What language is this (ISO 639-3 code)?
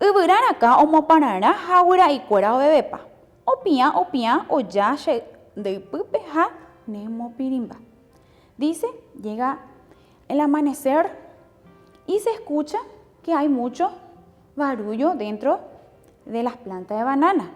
grn